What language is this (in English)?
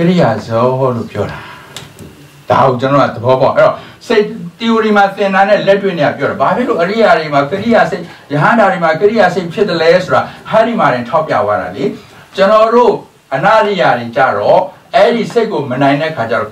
Burmese